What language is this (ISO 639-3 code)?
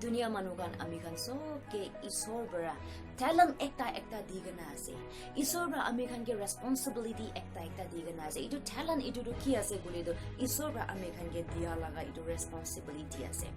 nag